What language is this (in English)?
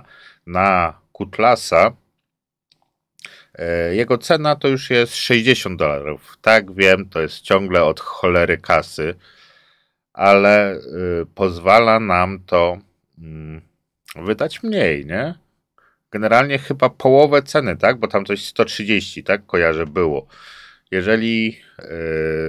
Polish